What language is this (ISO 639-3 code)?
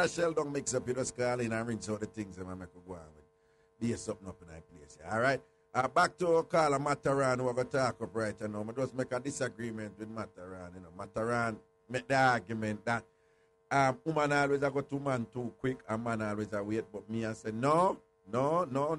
jam